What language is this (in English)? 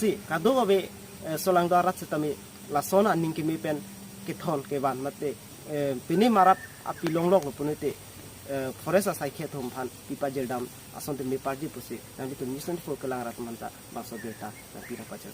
Karbi